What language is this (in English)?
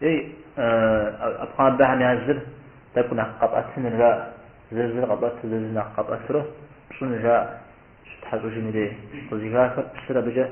Kabardian